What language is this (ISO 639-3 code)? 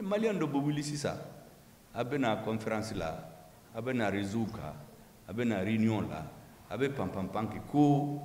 bam